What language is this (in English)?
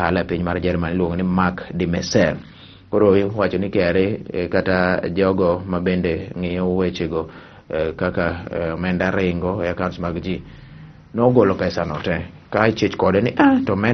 Luo (Kenya and Tanzania)